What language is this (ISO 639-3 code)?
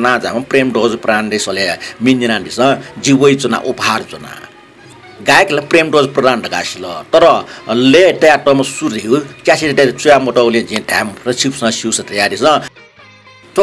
new